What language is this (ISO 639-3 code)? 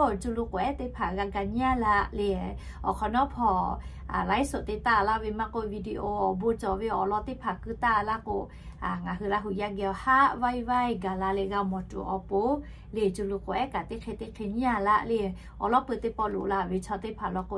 lhu